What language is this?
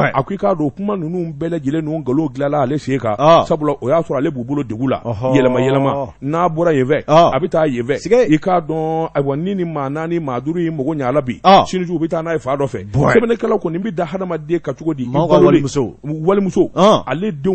Bambara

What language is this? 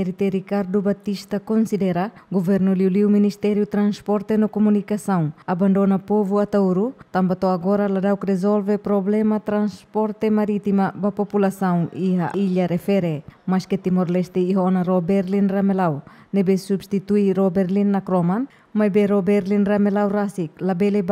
Tetum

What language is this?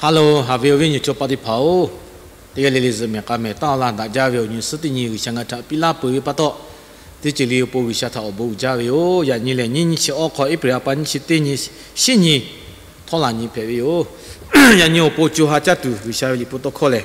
Lahu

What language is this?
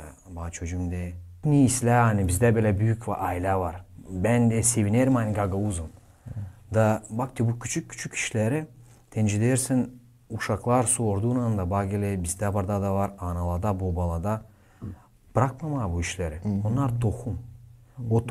Gagauz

